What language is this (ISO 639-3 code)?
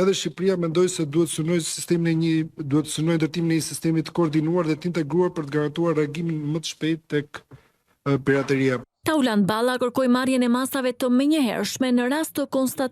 sqi